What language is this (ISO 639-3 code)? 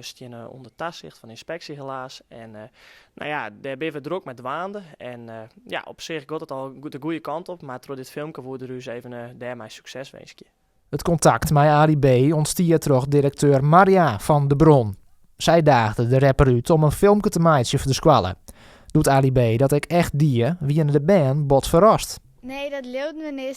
fry